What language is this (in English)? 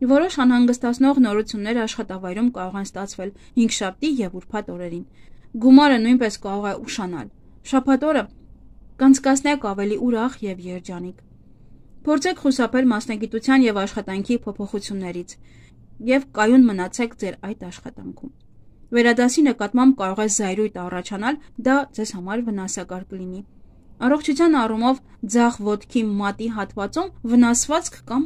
Armenian